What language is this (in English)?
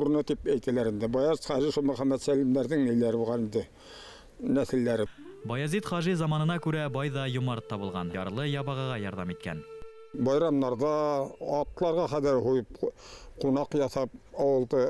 Bashkir